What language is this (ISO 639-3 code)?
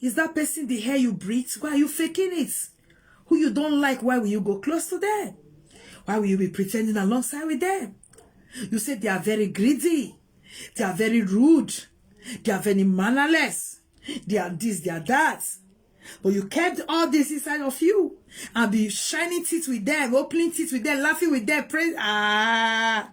pcm